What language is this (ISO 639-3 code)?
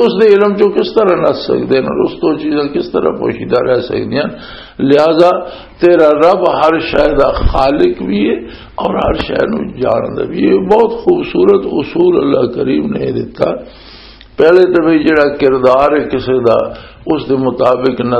lah